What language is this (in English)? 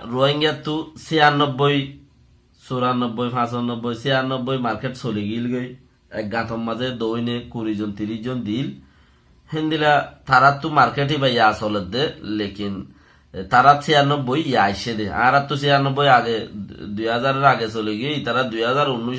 Rohingya